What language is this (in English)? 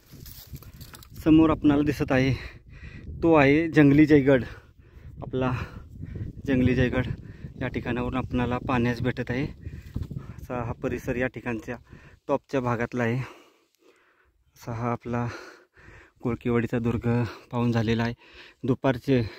Marathi